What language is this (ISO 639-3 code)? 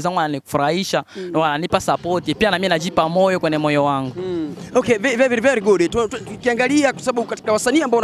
swa